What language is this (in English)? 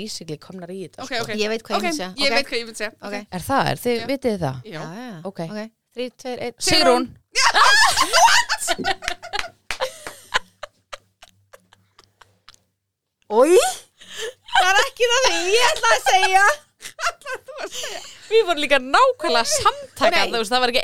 Icelandic